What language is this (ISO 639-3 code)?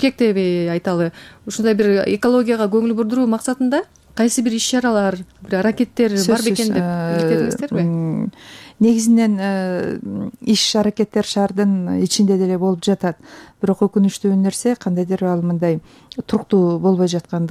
kir